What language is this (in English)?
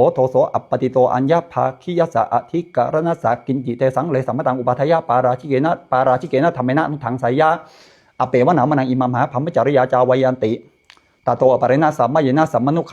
Pali